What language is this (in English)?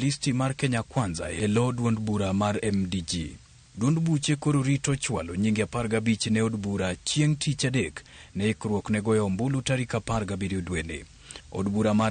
Luo (Kenya and Tanzania)